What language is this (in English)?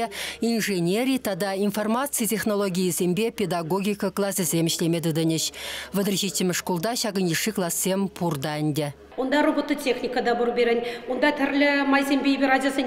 Chuvash